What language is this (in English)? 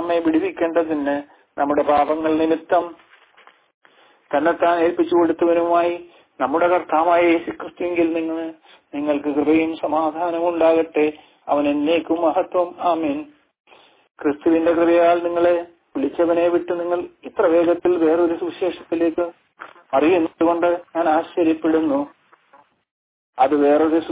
Malayalam